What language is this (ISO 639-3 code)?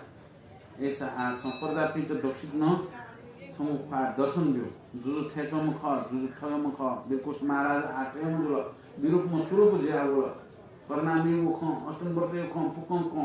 new